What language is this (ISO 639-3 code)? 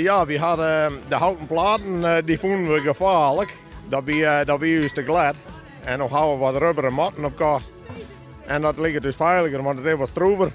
fry